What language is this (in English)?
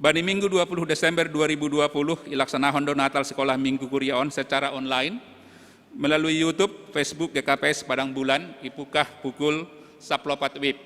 Batak Simalungun